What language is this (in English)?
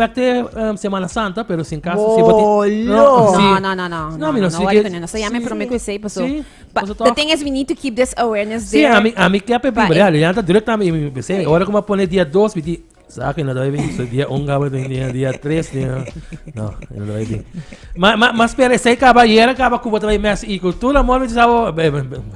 Papiamento